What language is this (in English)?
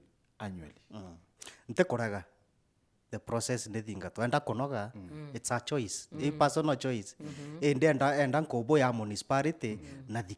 Meru